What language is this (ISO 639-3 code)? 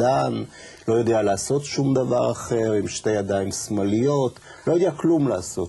heb